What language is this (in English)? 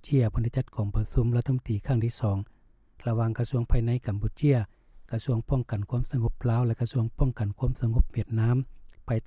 Lao